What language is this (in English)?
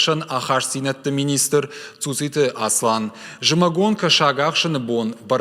Ossetic